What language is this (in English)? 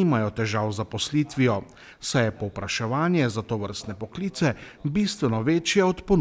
Slovenian